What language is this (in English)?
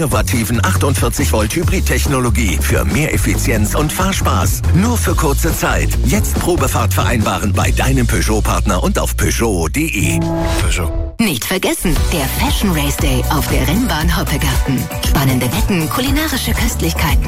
German